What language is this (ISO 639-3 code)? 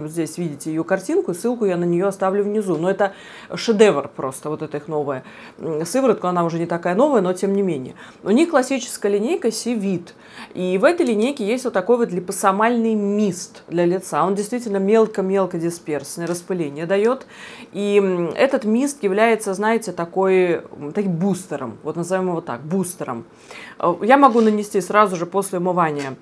rus